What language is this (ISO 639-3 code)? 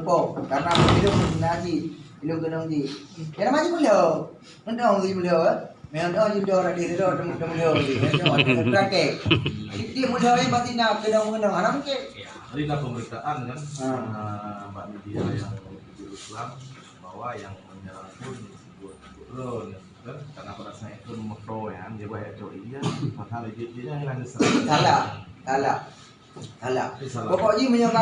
ace